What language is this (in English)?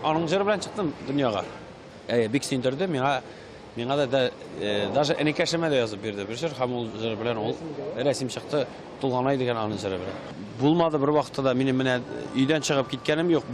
Tatar